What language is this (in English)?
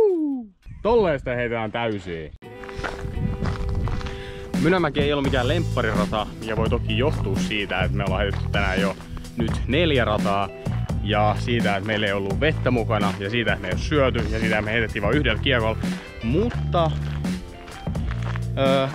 Finnish